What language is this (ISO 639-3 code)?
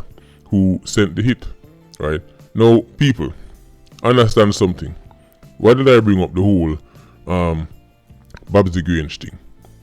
jam